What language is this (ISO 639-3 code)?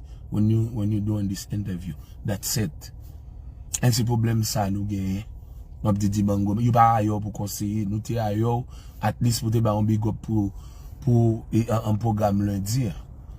hat